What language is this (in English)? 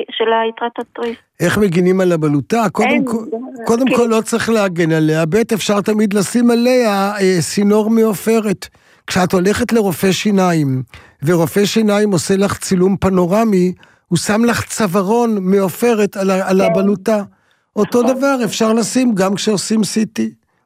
Hebrew